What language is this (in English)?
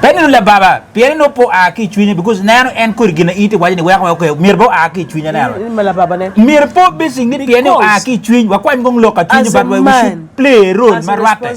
Acoli